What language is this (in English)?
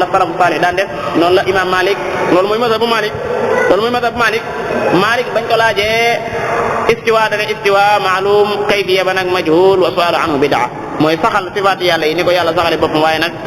Wolof